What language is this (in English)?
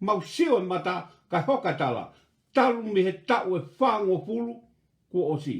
Tongan